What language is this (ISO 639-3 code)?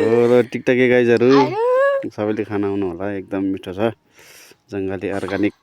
nep